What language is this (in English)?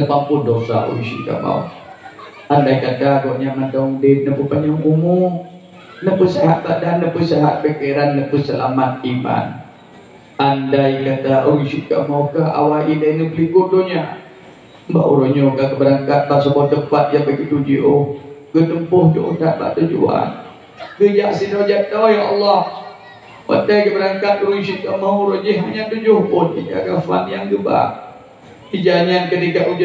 Achinese